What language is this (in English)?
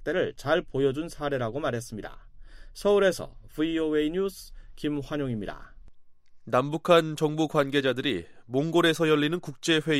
Korean